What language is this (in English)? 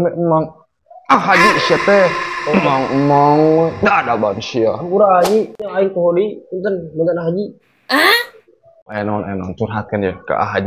Sundanese